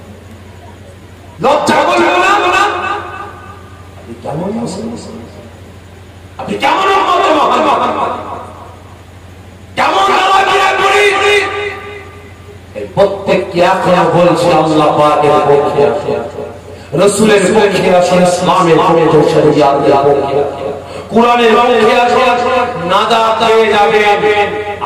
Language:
Bangla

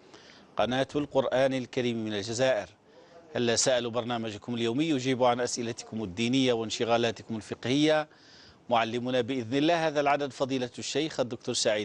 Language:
Algerian Arabic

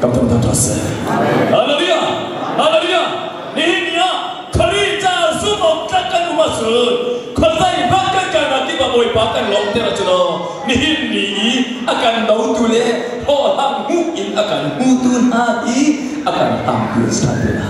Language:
Hakha Chin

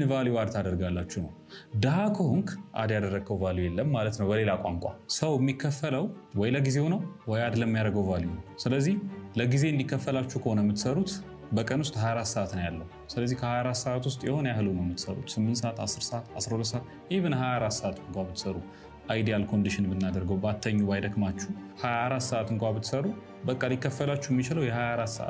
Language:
Amharic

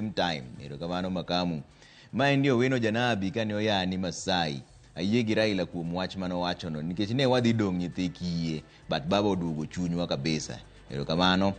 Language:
Luo (Kenya and Tanzania)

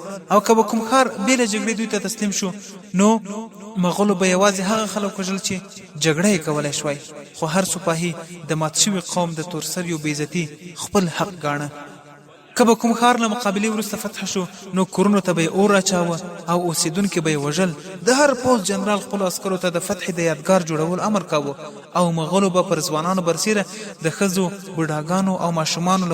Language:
Pashto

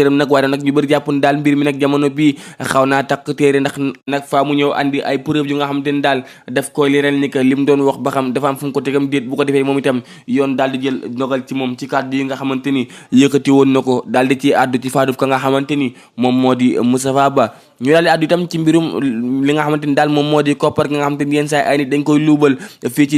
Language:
Wolof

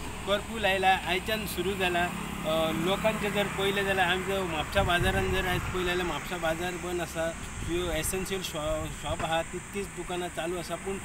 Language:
Konkani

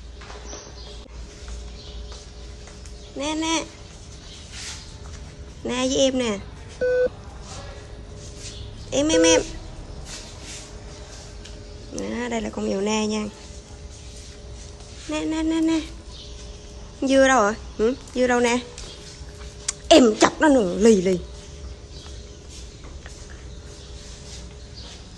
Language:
Vietnamese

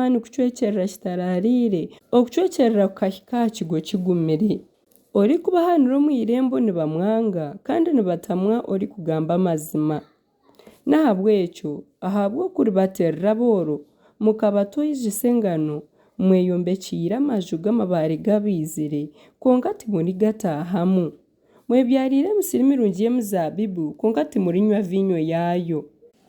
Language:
Nyankole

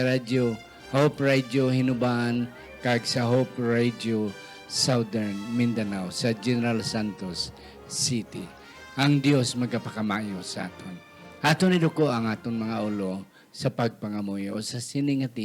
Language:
Hiligaynon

